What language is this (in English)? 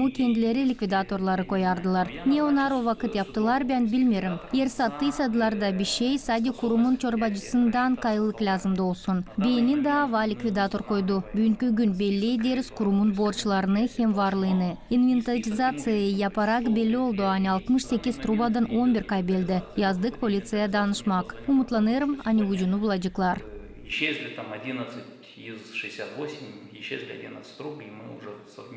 Gagauz